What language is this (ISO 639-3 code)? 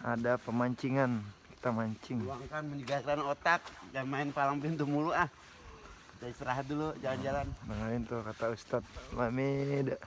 bew